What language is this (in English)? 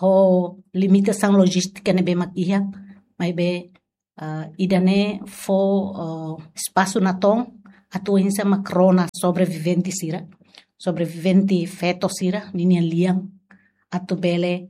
Tetum